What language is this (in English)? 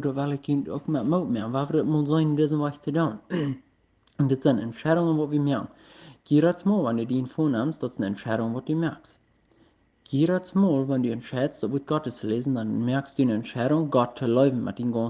Plautdietsch